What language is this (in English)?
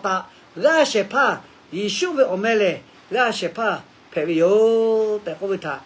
Lahu